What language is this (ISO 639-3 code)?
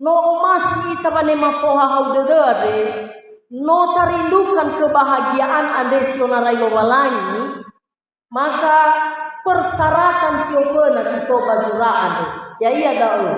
nia